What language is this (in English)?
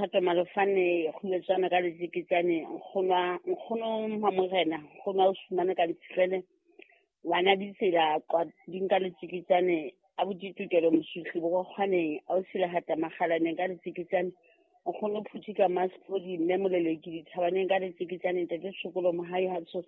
Southern Sotho